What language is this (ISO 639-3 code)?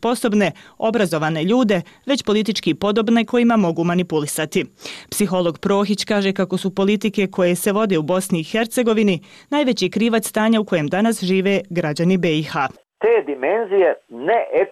bos